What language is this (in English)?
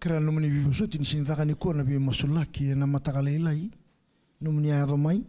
Fijian